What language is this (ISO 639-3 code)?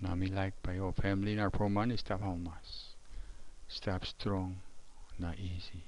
tpi